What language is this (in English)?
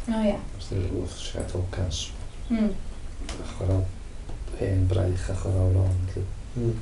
Welsh